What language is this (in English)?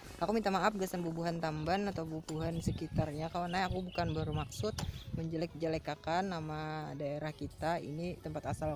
Banjar